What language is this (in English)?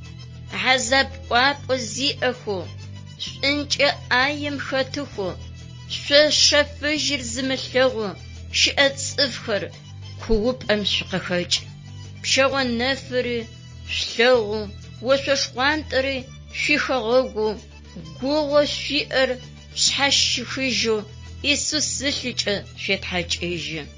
Adyghe